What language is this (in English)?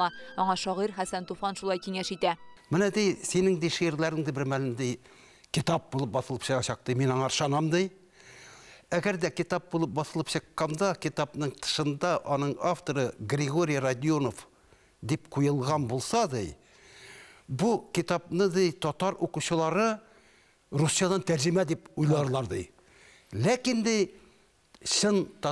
Tatar